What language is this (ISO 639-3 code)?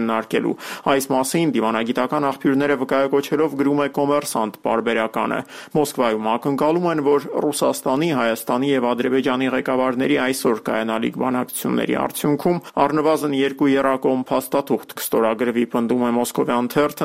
hye